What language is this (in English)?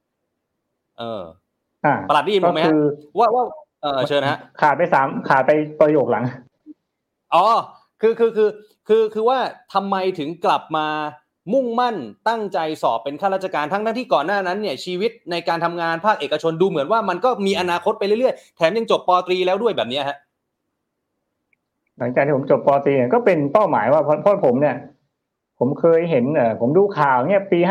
Thai